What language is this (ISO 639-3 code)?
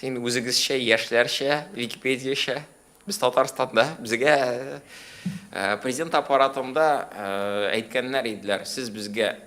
tat